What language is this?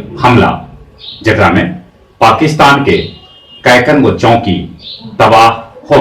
Magahi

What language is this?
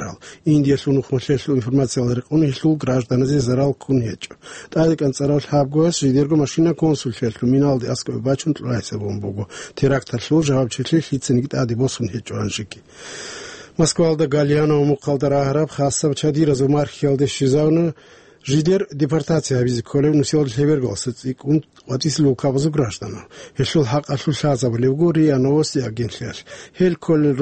Avaric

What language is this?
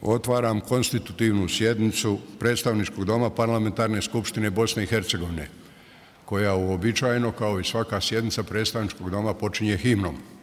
Bosnian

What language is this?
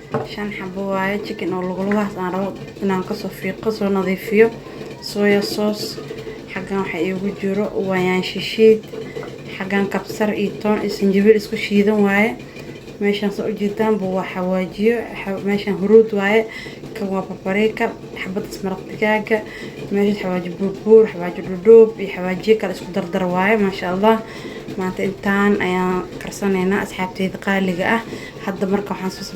Somali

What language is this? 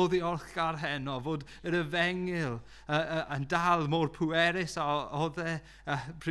Welsh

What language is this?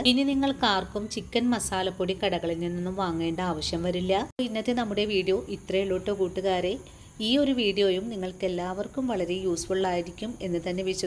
Malayalam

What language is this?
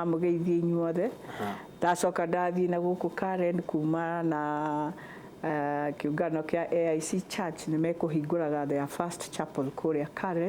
Kikuyu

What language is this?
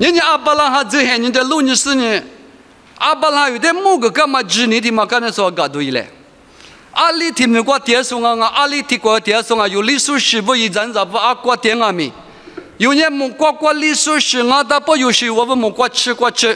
Lisu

